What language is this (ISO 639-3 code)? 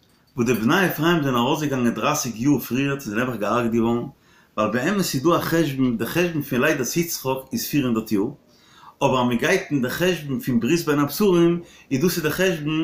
yid